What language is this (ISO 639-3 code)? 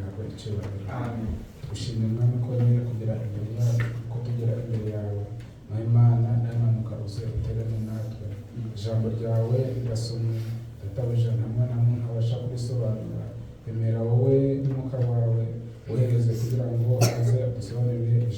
kin